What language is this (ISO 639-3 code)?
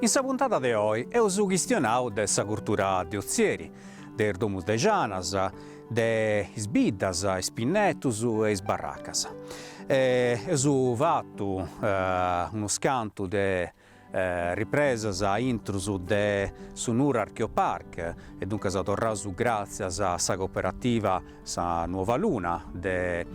srd